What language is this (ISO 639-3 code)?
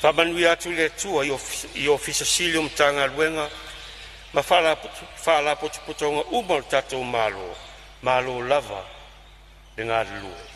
smo